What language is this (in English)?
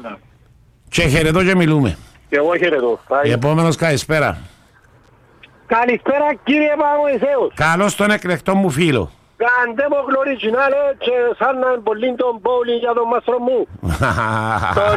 Greek